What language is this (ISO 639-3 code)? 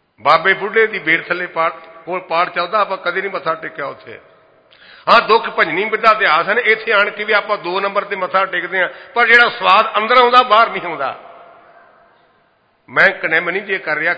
pan